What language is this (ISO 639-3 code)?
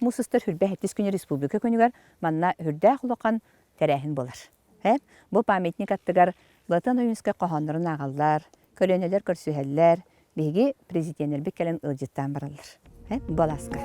sah